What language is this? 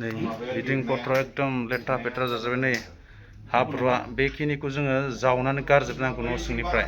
Bodo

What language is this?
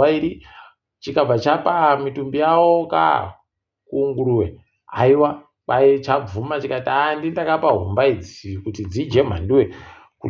Ndau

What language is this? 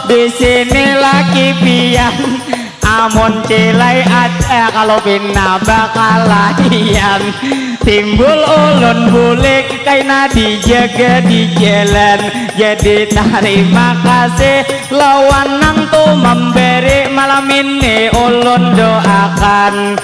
Banjar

